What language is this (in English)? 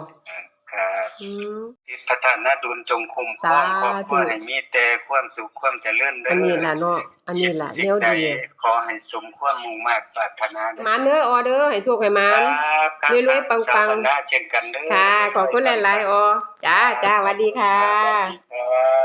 Northeastern Thai